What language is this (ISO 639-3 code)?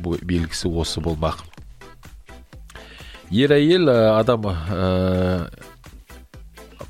kaz